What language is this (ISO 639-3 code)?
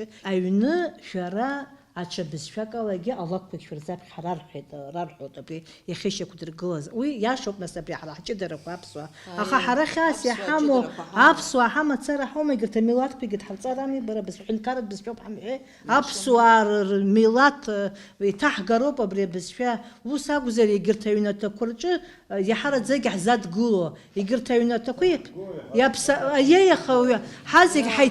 abk